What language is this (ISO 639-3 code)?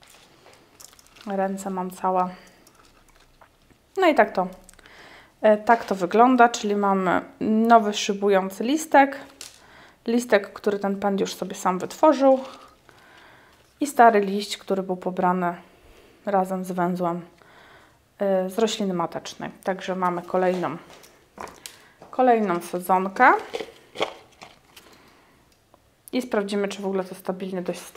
pol